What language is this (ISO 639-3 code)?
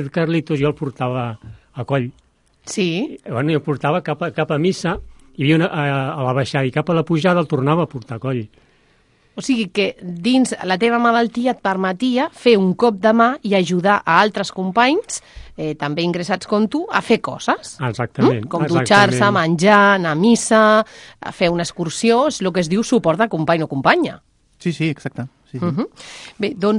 cat